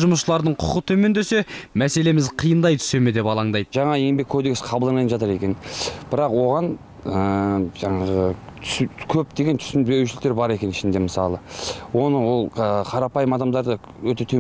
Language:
Kazakh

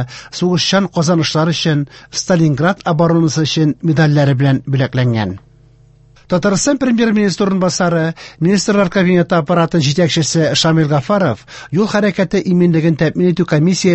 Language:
Tatar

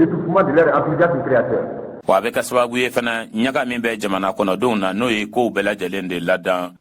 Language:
Bambara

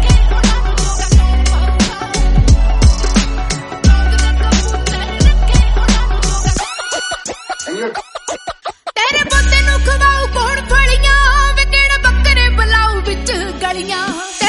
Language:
Punjabi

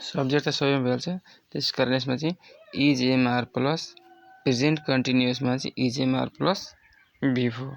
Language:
Nepali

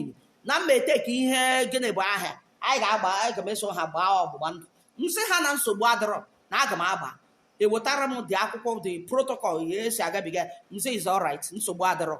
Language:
Igbo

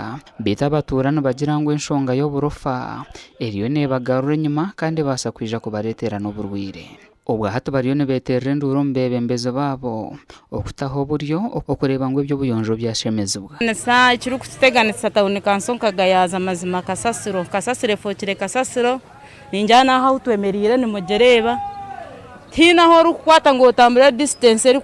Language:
Nyankole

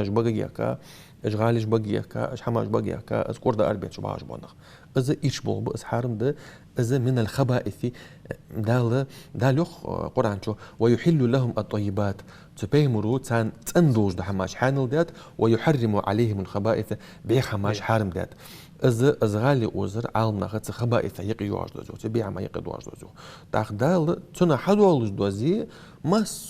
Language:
Ingush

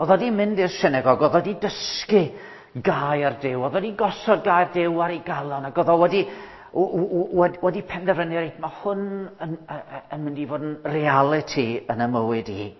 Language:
Welsh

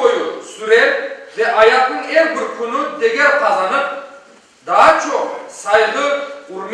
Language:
Crimean Tatar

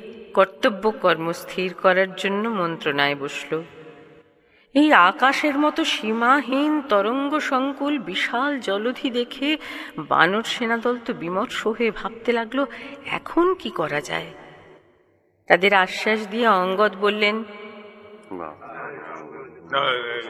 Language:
Bangla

